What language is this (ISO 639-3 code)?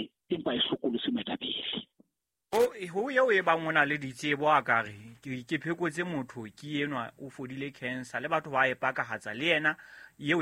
sot